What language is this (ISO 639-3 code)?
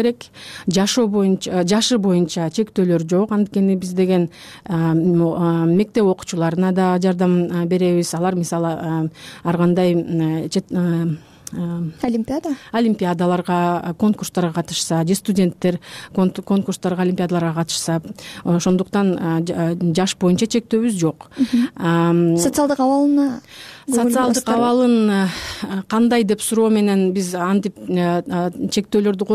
kir